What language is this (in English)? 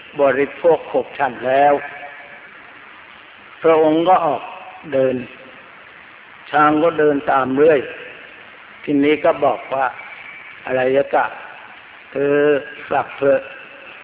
Thai